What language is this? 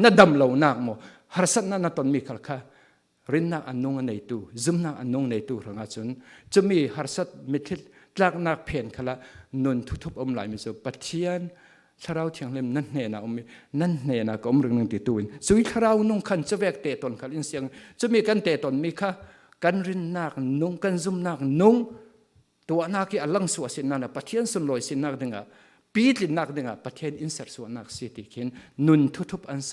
Falam Chin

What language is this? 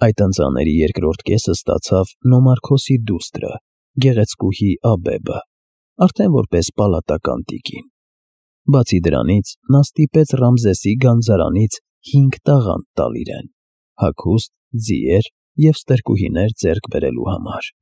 Armenian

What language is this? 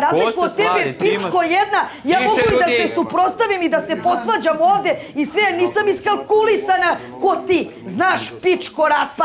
Serbian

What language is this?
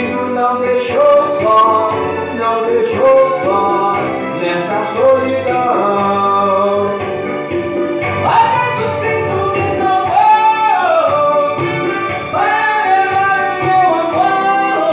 Portuguese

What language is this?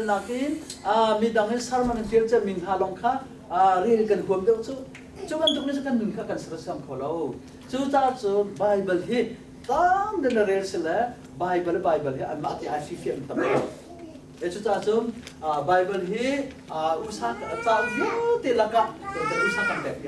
Hakha Chin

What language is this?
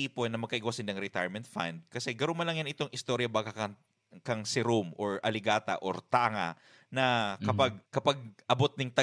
Bikol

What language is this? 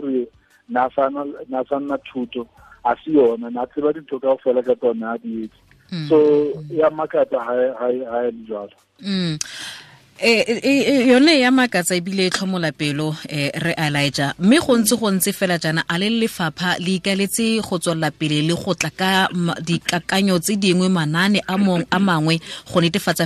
Tswana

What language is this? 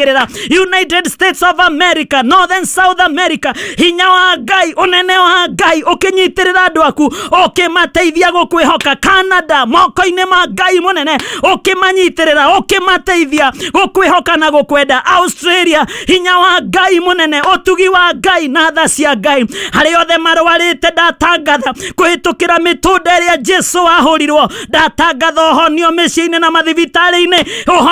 Kikuyu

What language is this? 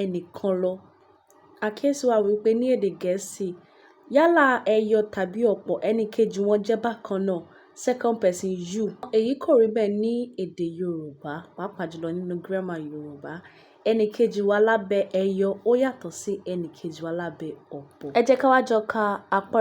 Yoruba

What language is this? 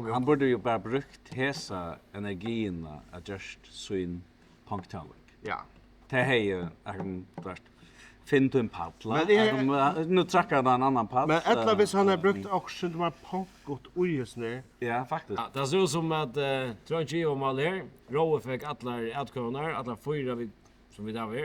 Faroese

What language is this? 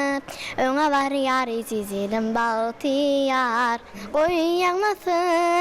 Turkmen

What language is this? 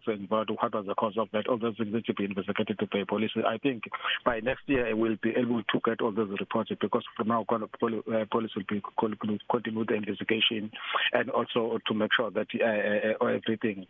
English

